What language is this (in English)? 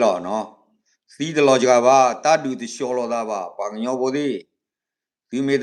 S'gaw Karen